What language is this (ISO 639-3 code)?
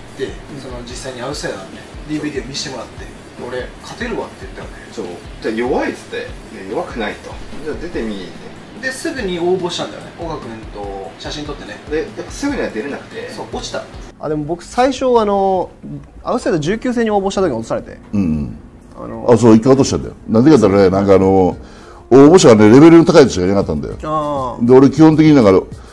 jpn